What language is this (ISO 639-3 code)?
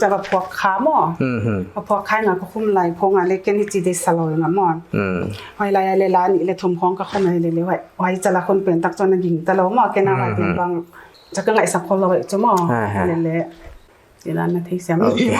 pck